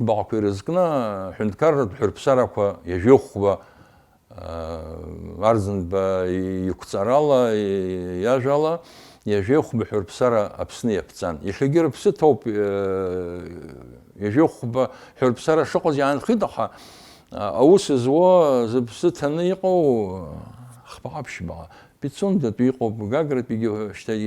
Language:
Abkhazian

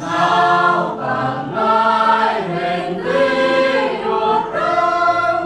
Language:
Central Mnong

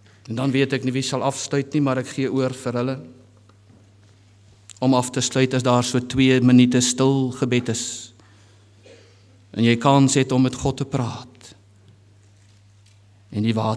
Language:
Afrikaans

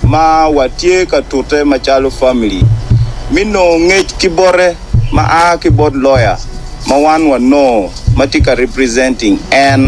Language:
Acoli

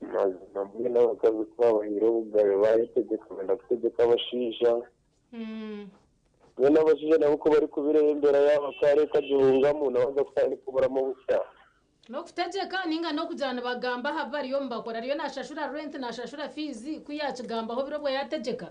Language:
Nyankole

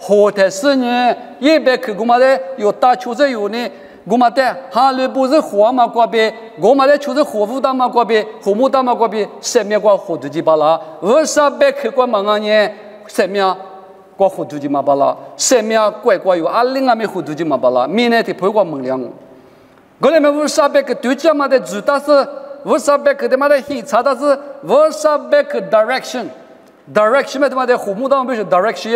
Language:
Lisu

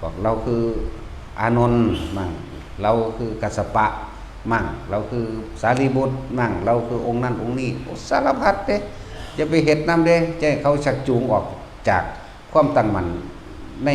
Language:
Northeastern Thai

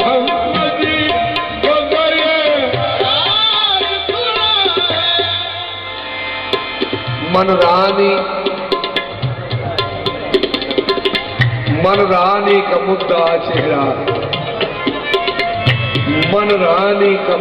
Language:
Urdu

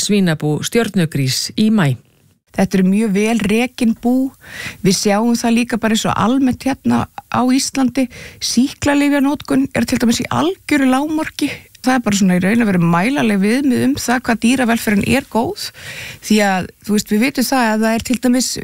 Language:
Icelandic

